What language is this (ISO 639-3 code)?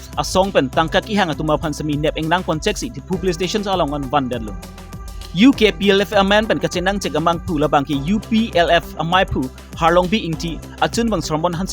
mjw